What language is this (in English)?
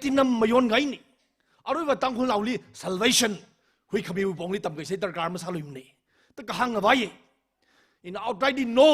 Tangkhul Naga (India)